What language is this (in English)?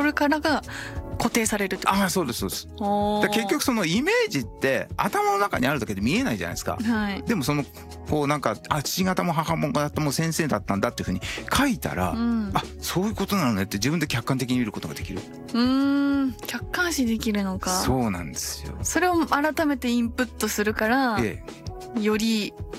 Japanese